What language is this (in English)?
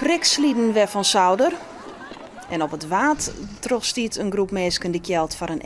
Western Frisian